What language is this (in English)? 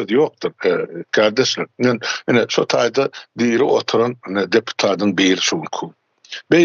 Turkmen